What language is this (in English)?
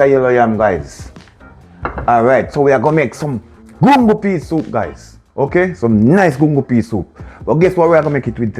Jamaican Creole English